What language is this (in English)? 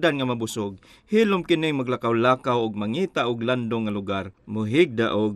Cebuano